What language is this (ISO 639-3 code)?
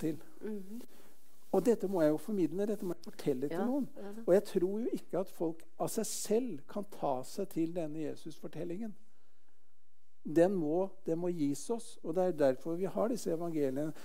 nor